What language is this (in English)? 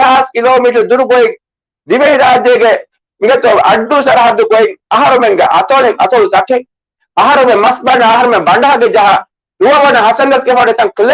Divehi